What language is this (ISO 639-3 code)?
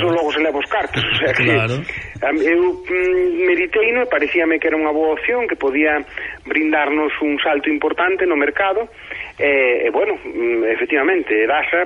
glg